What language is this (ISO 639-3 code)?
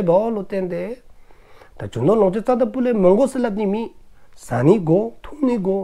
dzo